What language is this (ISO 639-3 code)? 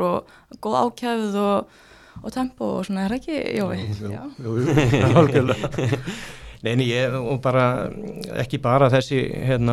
isl